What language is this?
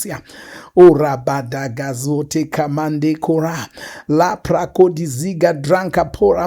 Shona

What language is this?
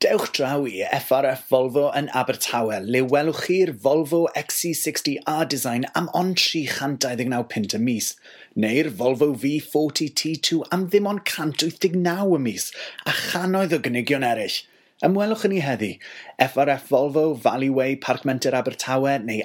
Welsh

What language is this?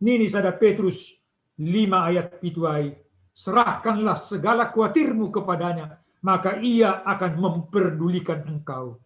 Batak Simalungun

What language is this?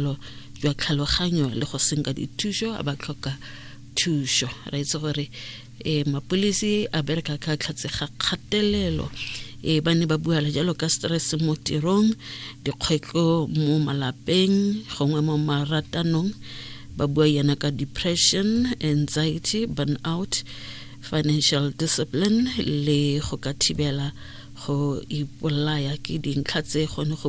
Tswana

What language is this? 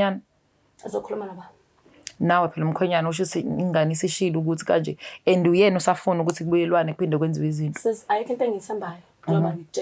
Zulu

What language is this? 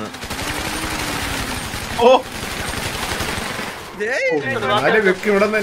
Malayalam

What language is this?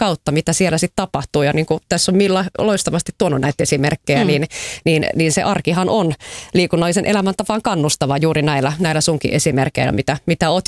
Finnish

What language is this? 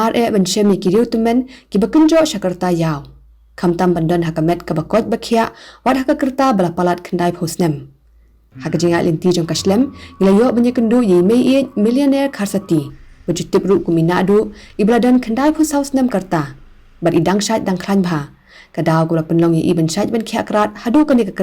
Khasi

